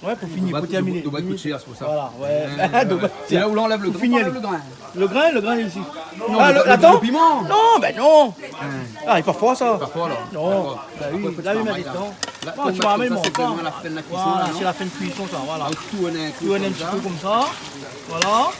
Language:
Réunion Creole French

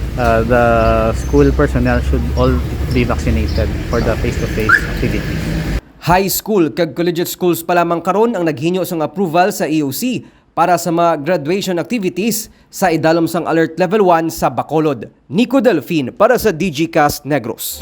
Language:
Hiligaynon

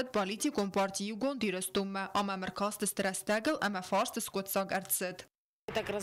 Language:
Ossetic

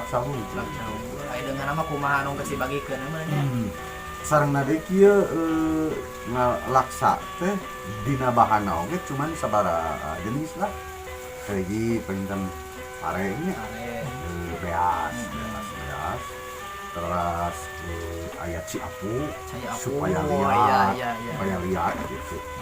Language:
Sundanese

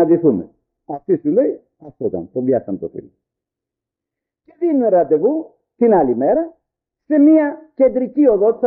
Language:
Greek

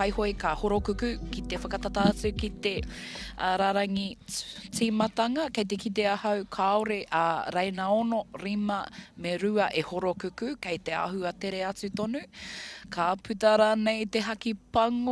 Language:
Māori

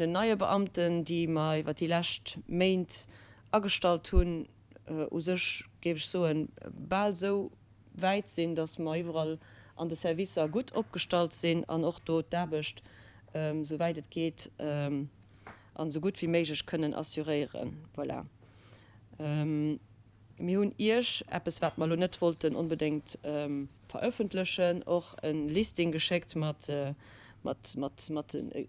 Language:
Luxembourgish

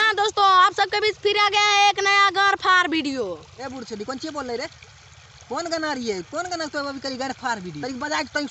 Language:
Maithili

